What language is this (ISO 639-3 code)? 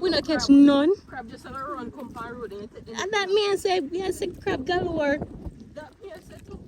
jam